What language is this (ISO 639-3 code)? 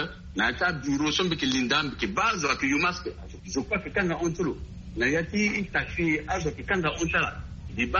sag